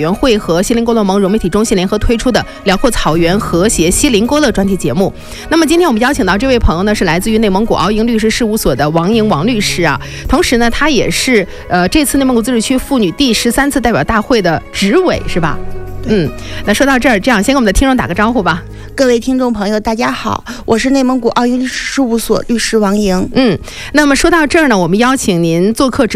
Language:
Chinese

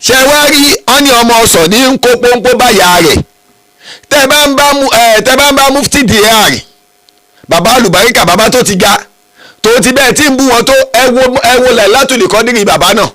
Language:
Yoruba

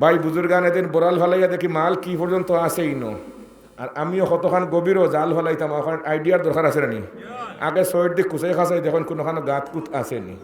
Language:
Sylheti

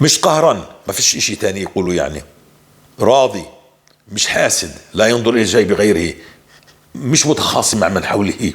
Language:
North Levantine Arabic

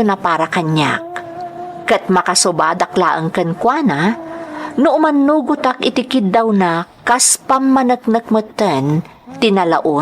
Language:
Iloko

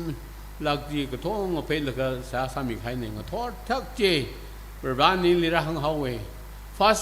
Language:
Tangkhul Naga (India)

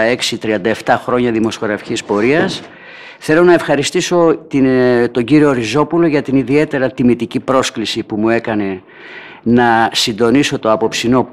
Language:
Greek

